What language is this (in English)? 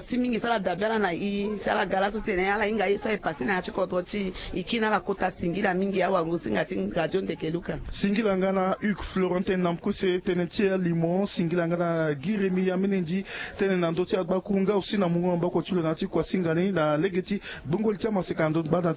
Sango